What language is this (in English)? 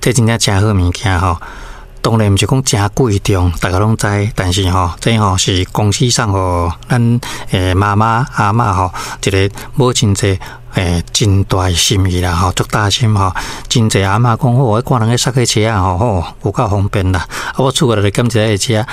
Min Nan Chinese